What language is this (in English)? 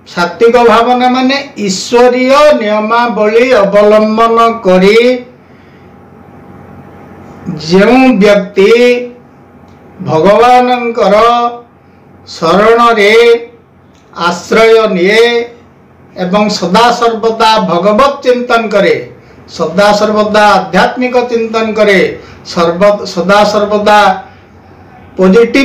Odia